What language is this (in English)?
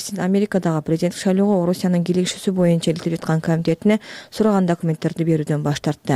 Kyrgyz